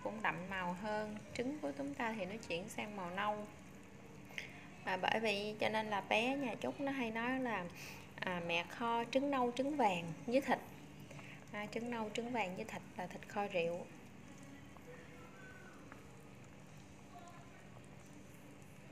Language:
Vietnamese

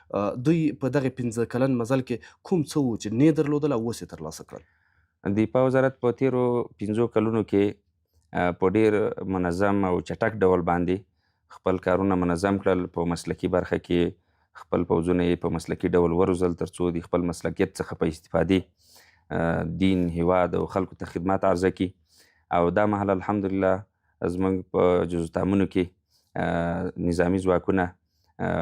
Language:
Pashto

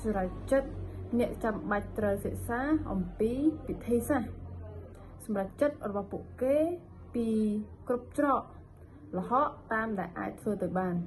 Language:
Khmer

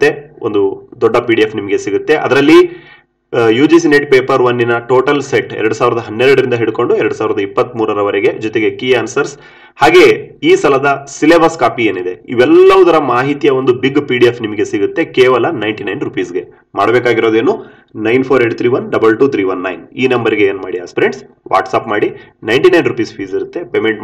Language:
Kannada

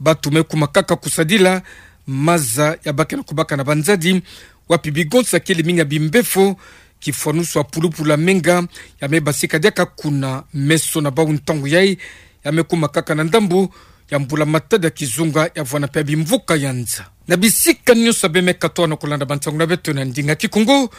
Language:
Kituba (Democratic Republic of Congo)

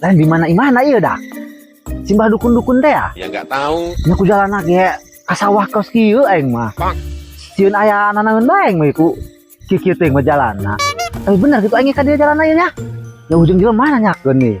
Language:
Sundanese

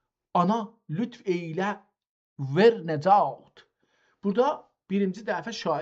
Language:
South Azerbaijani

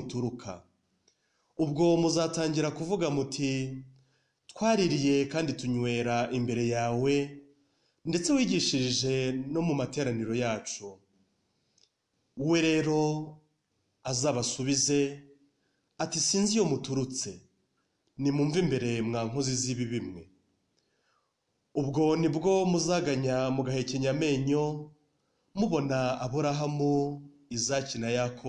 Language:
Kinyarwanda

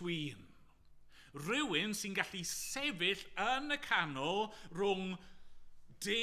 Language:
Welsh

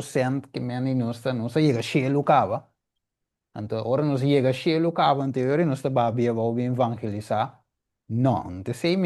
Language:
Papiamento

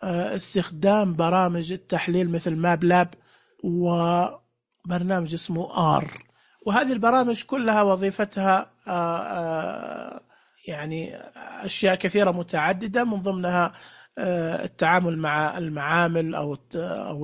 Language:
Najdi Arabic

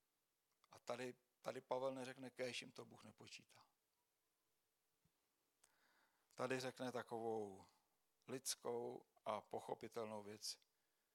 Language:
Czech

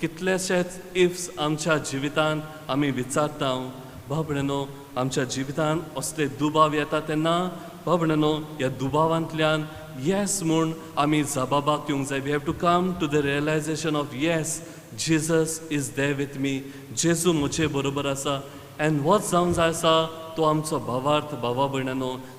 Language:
Konkani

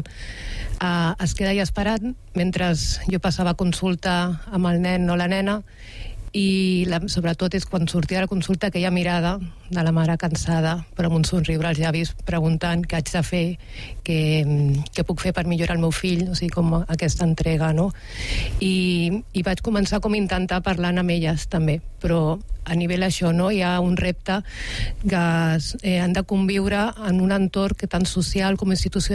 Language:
Catalan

